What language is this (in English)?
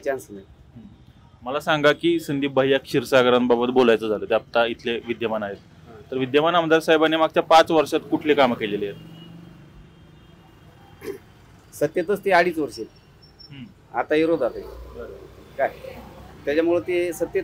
Marathi